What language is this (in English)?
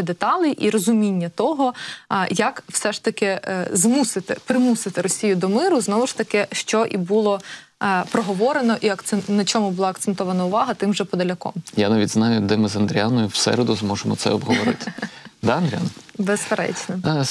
Ukrainian